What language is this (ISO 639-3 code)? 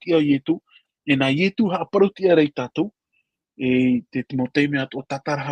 tah